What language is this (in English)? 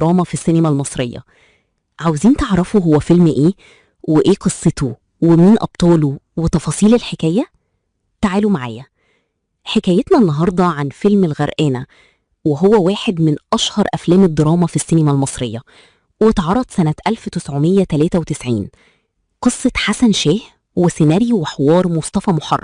Egyptian Arabic